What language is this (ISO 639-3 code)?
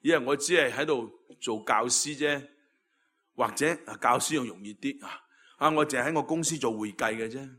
yue